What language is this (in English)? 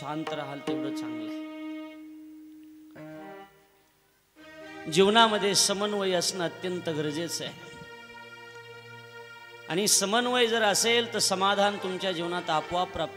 Marathi